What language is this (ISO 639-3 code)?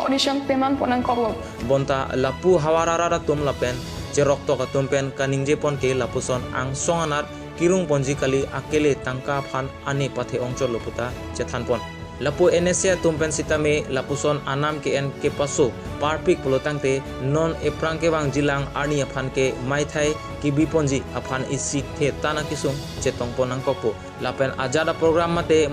mjw